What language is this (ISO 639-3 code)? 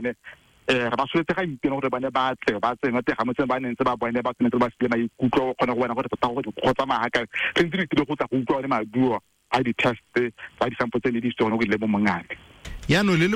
tsn